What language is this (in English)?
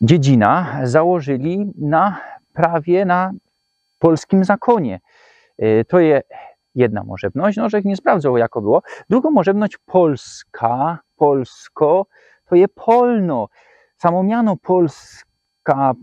Silesian